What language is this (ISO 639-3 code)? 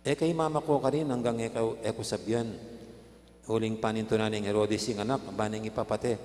pam